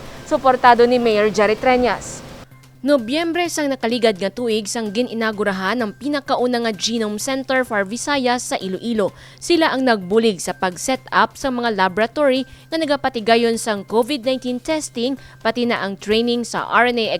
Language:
Hiligaynon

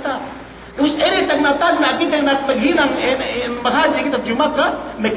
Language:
Yakan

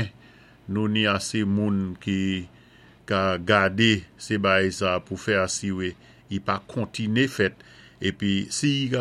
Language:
Saint Lucian Creole French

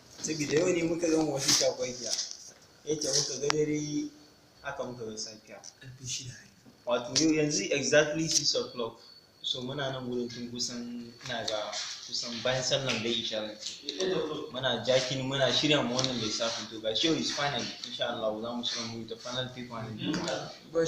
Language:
Hausa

